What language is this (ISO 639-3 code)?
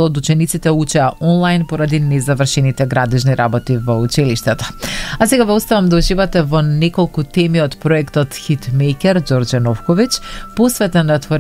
mkd